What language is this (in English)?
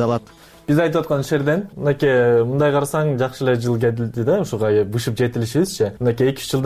Kyrgyz